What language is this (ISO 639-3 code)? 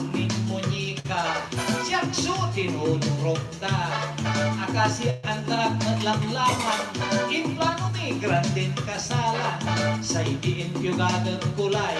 pag